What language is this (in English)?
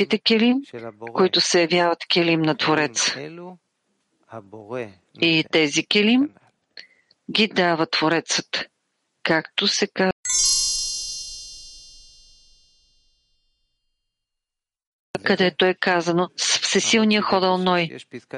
Bulgarian